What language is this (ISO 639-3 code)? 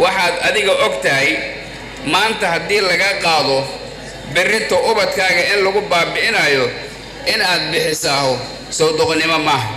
som